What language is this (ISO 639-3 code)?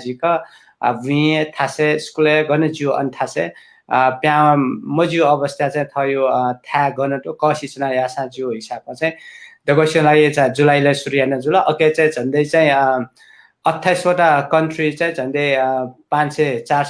new